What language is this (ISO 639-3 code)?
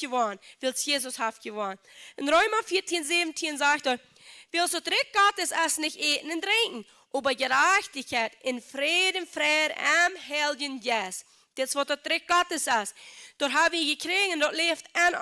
pdt